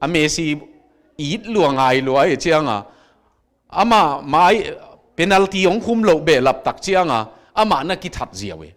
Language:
Tedim Chin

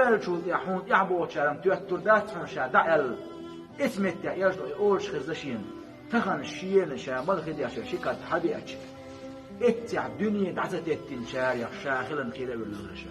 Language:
Chechen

